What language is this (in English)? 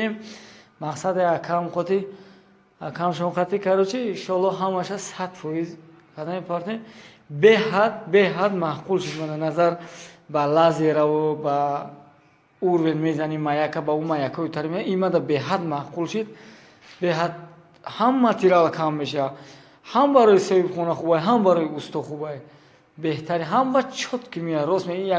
Tajik